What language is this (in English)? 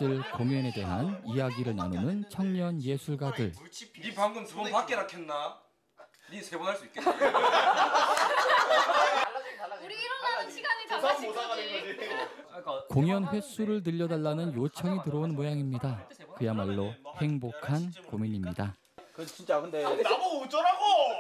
Korean